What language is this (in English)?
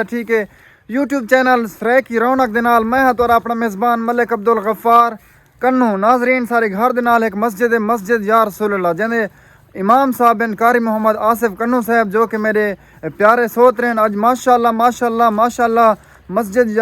Saraiki